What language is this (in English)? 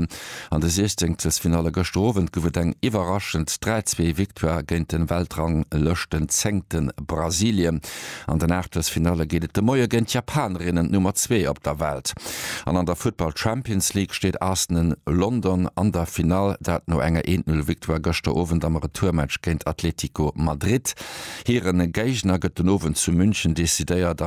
Luxembourgish